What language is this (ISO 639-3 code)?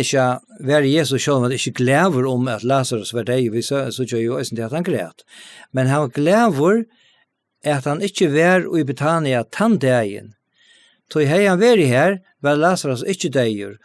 fao